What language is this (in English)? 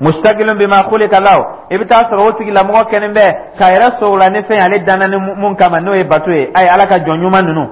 Dyula